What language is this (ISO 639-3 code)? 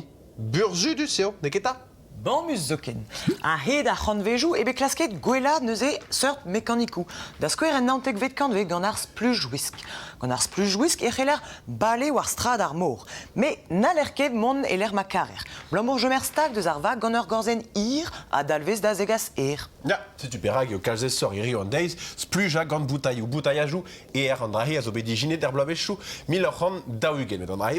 bre